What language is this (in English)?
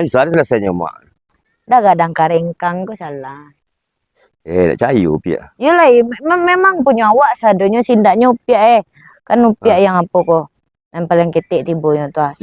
Minangkabau